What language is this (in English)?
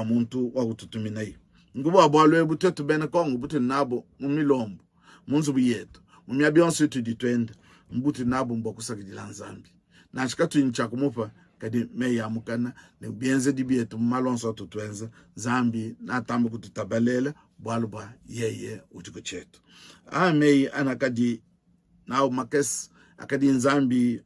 Luba-Lulua